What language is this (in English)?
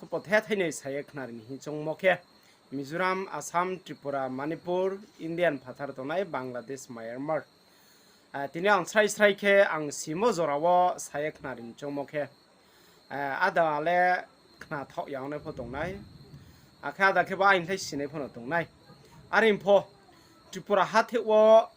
Riang (India)